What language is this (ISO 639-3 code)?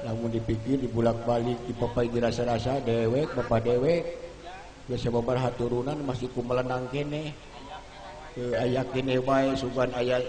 sun